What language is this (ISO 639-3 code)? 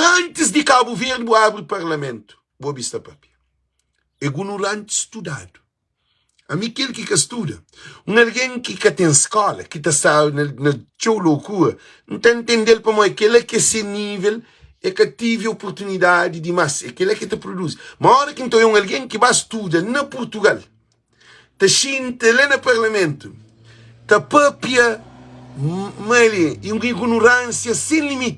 kea